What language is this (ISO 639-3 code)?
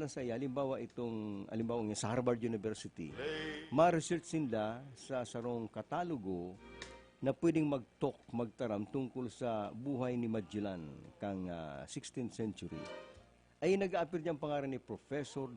bik